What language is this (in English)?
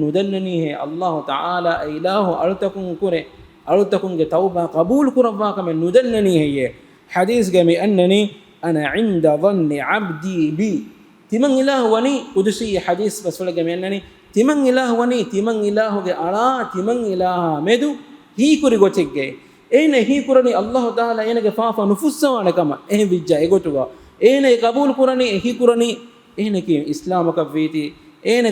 Divehi